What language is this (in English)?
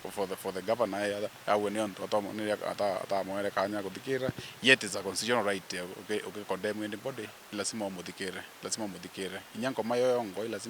Meru